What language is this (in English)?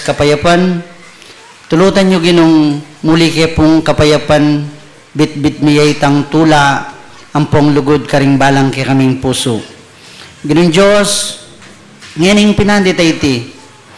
Pampanga